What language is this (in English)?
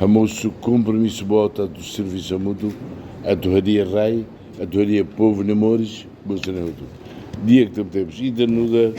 Tetum